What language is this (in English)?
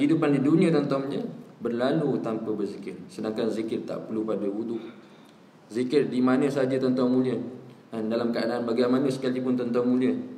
Malay